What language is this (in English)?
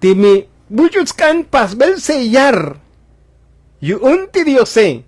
Tzotzil